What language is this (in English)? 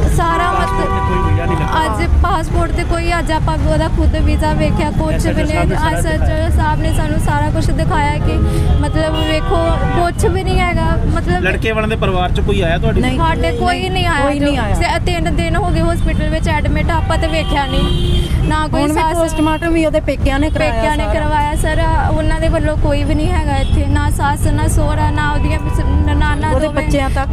Punjabi